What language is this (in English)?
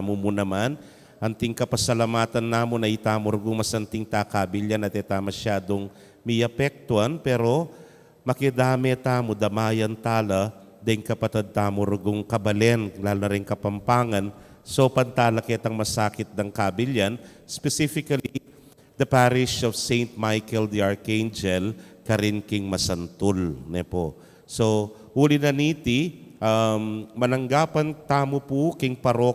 Pampanga